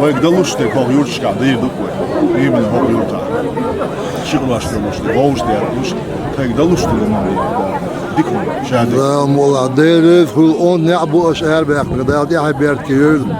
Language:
Chechen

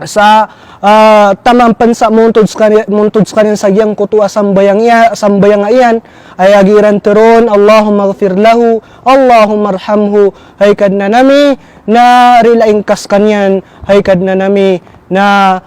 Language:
Maranao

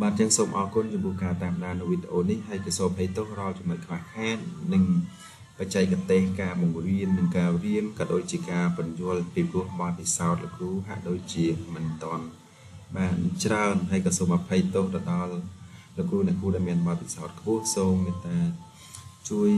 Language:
Khmer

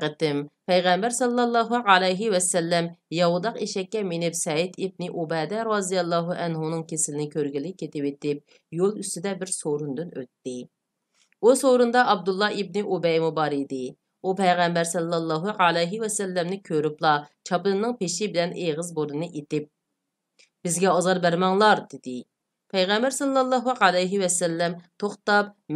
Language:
Uyghur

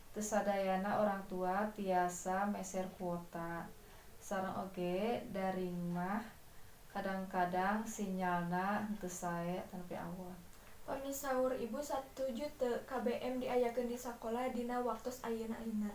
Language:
Sundanese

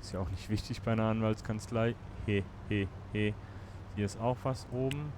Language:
Swiss German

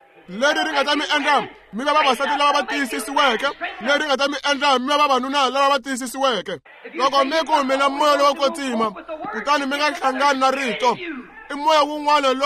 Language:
Tsonga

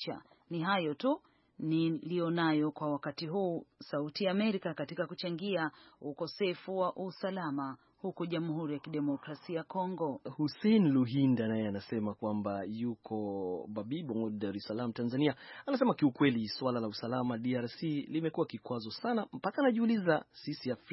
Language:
Swahili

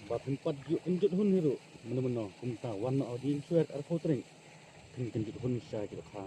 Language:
Khasi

